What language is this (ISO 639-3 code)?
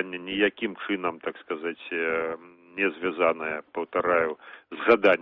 bel